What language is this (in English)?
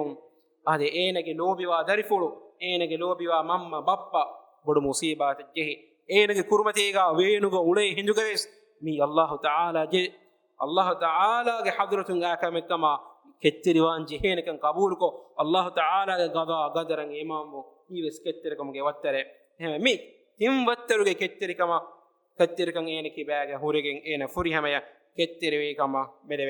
Divehi